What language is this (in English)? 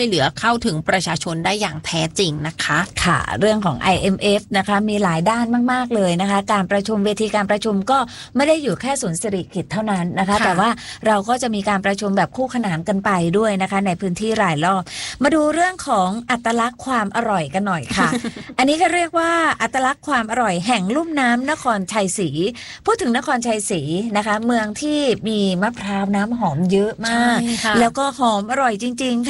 Thai